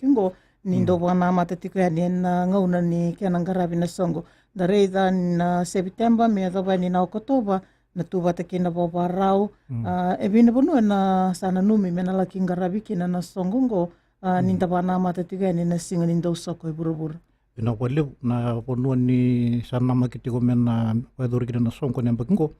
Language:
Fijian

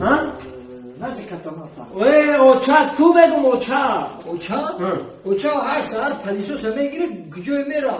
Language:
Tajik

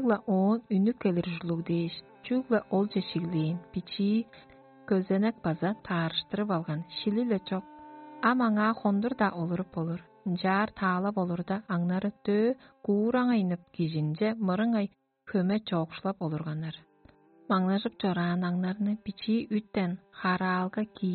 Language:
Tuvinian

